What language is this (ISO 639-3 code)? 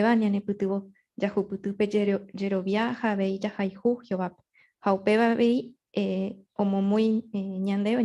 grn